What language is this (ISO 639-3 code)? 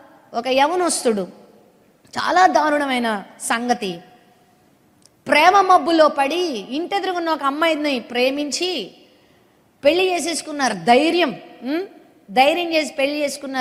tel